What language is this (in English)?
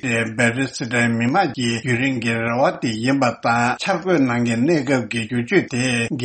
Tibetan